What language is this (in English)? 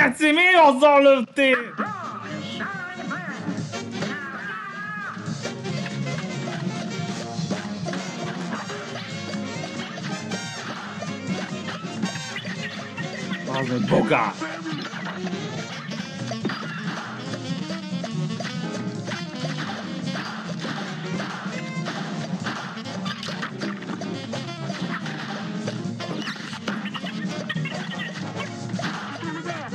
Hungarian